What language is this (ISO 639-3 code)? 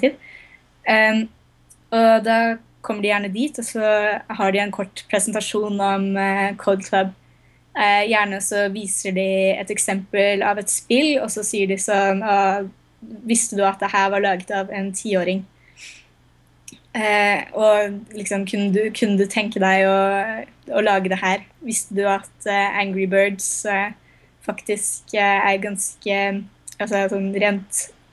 nor